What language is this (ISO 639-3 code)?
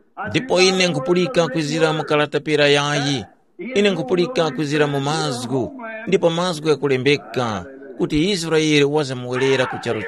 tum